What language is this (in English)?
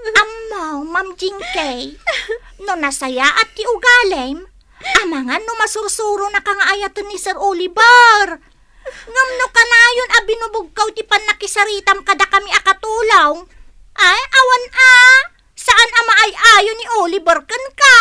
Iloko